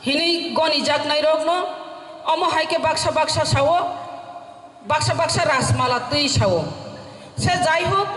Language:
Kok Borok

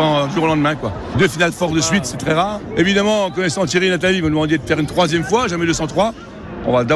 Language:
French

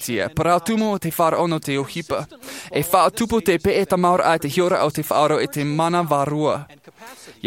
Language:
Tahitian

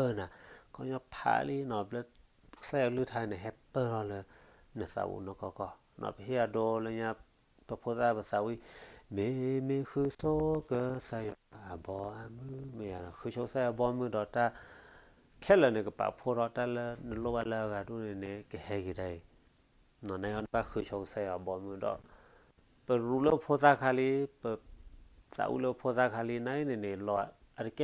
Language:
S'gaw Karen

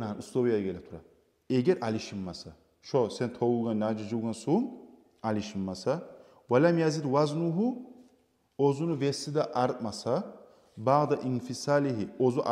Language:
Kumyk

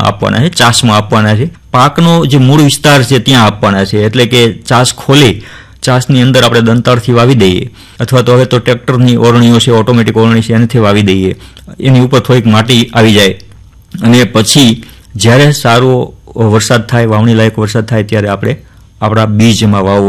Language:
Gujarati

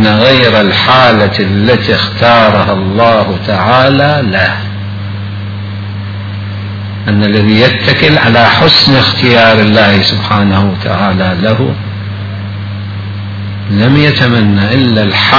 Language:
Arabic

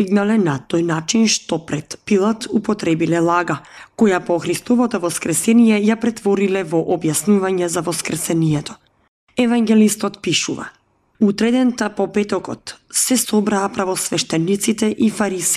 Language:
Macedonian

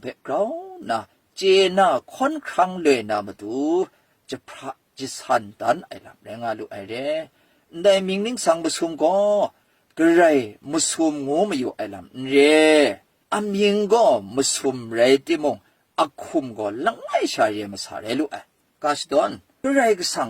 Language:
Kachin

